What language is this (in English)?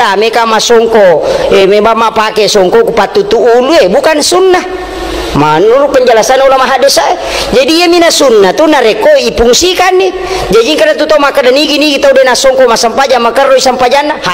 Buginese